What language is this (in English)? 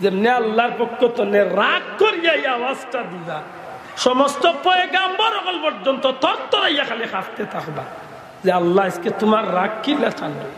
Sylheti